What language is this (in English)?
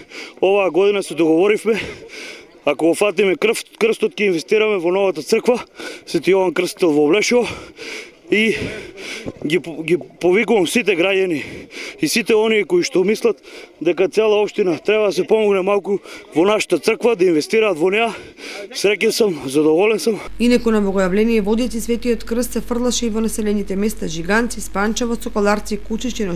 Macedonian